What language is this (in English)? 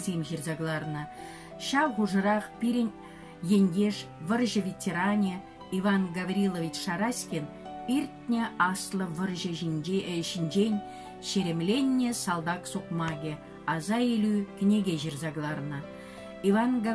Chuvash